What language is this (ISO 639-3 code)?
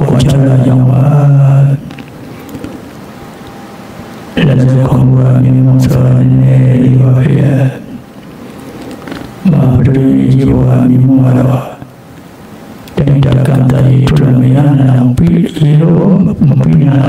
mya